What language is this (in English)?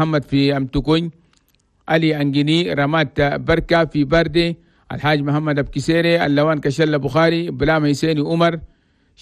Chadian Arabic